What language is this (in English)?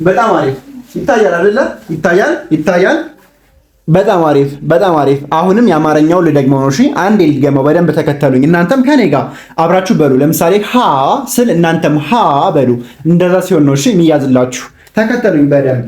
Amharic